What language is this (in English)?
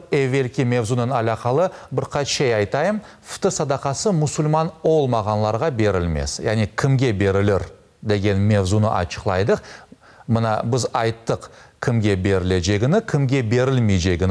Crimean Tatar